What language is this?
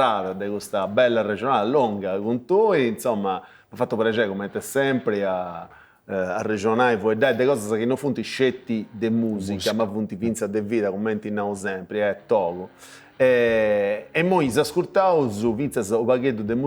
Sardinian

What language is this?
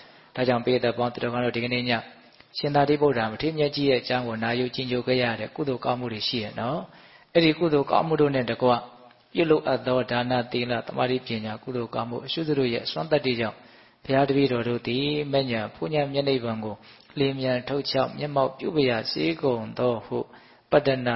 Burmese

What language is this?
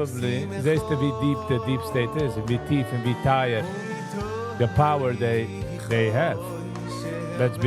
Yiddish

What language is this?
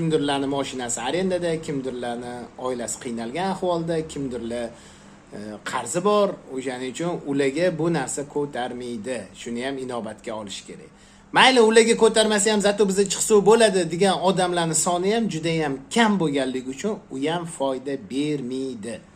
Uzbek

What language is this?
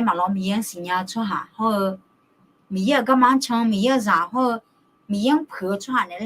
Akha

